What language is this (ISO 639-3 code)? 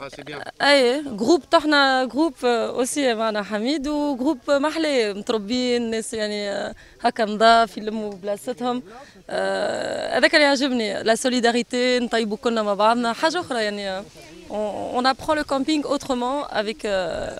aeb